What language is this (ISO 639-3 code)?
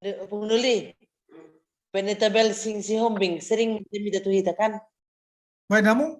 bbc